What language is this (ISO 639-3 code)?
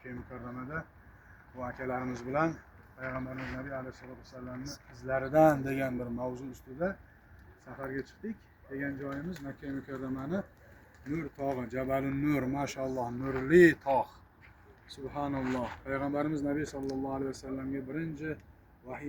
uzb